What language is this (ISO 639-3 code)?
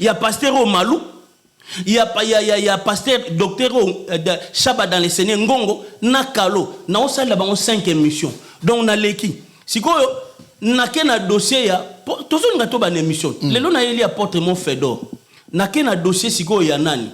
lin